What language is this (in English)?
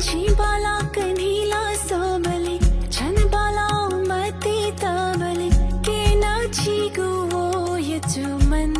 Newari